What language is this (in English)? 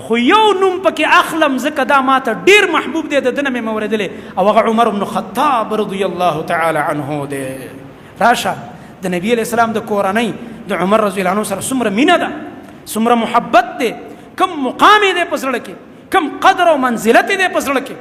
Pashto